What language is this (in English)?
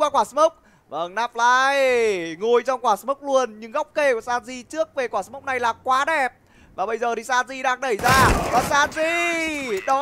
Vietnamese